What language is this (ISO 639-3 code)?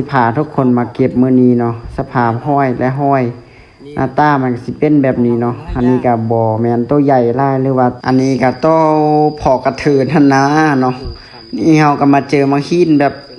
lao